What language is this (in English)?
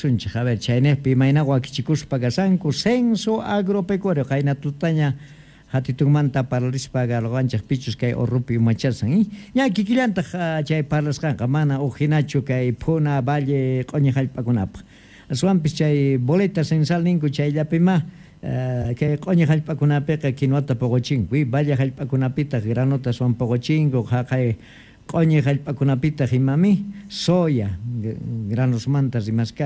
Quechua